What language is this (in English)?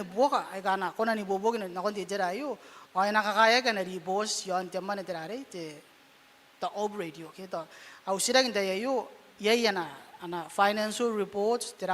Gilbertese